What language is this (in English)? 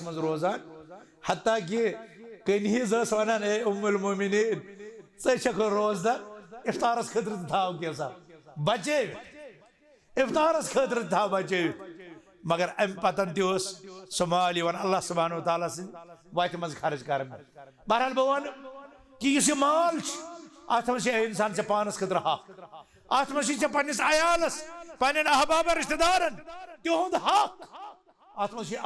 Kashmiri